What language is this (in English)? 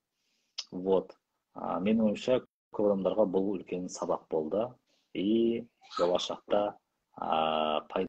Kazakh